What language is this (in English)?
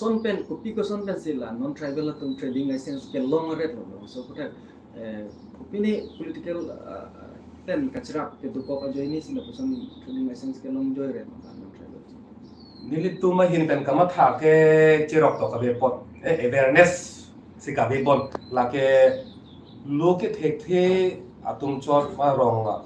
Karbi